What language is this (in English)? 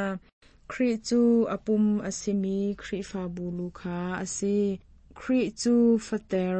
Hakha Chin